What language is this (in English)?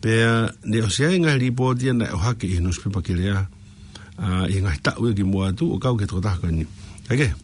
Tongan